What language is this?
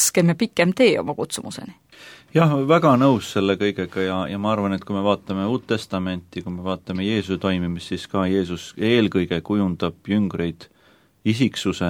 Estonian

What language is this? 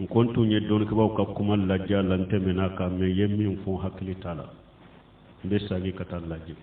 Bambara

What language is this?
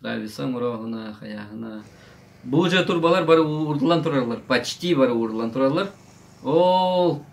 Yakut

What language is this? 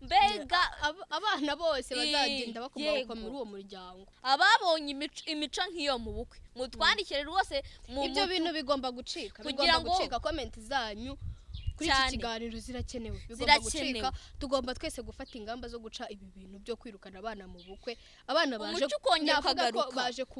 Kinyarwanda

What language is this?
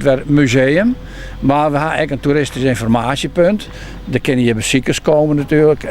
Western Frisian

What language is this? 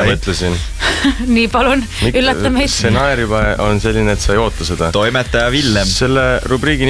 Estonian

